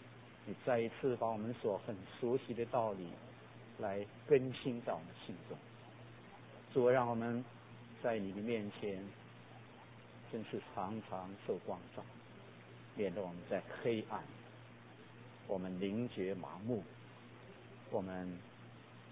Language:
Chinese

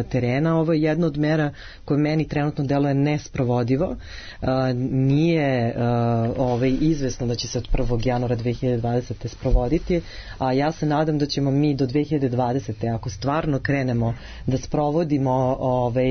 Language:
Serbian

